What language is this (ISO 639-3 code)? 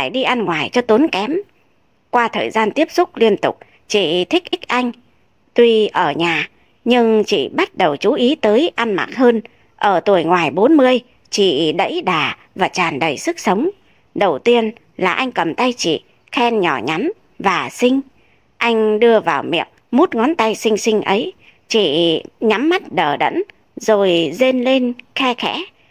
vie